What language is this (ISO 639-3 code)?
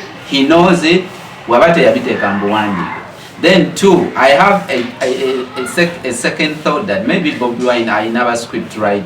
lug